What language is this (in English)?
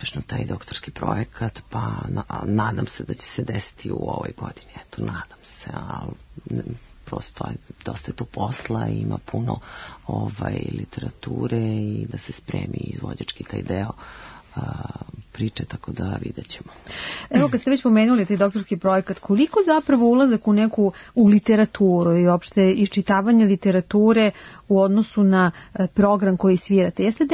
Serbian